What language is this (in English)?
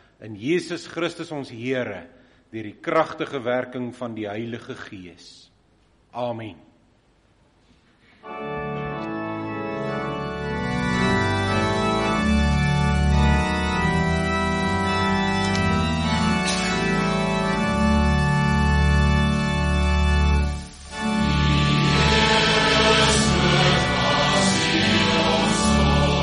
Afrikaans